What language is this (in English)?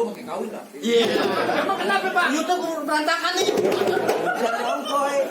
Betawi